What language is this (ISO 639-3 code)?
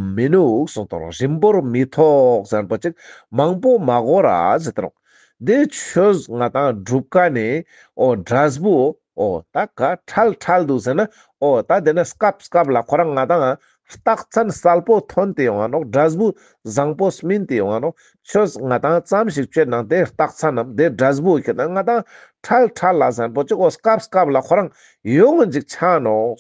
lbj